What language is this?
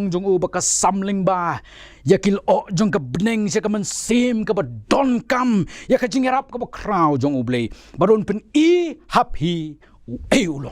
Khasi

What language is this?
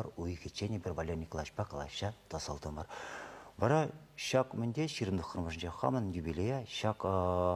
Chuvash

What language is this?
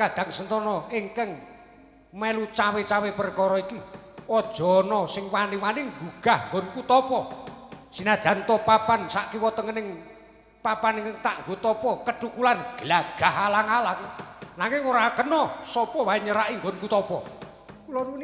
Javanese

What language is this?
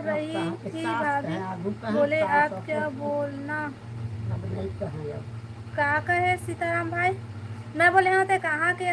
Chhattisgarhi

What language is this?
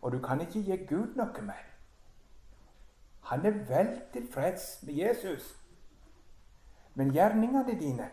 Norwegian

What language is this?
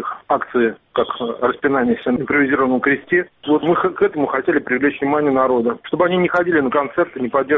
Russian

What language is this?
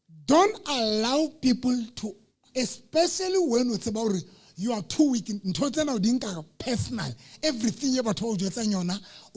Southern Sotho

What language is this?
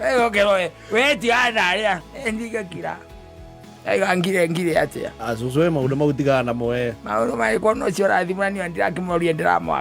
Kikuyu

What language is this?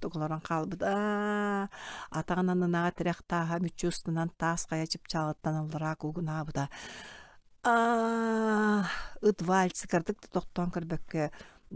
Yakut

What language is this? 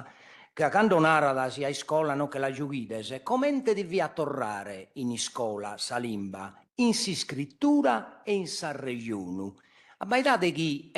Sardinian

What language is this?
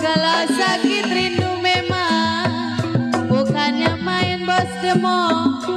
Betawi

